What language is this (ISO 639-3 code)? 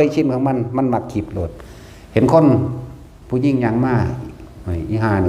tts